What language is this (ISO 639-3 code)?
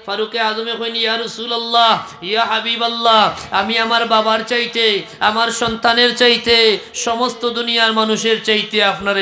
syl